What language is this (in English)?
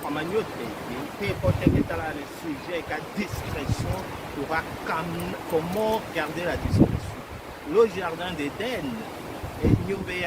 Tetela